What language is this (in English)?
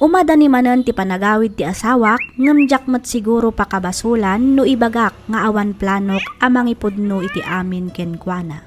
Iloko